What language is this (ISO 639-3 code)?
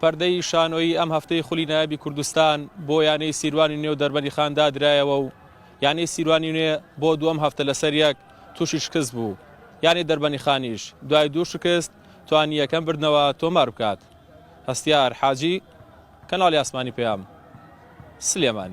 ckb